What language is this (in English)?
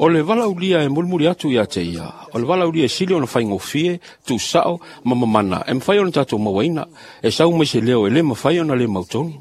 Samoan